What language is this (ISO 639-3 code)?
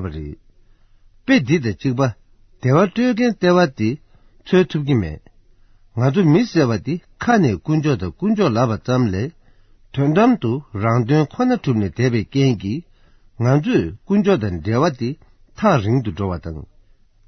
bod